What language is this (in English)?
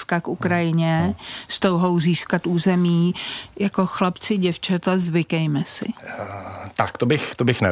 Czech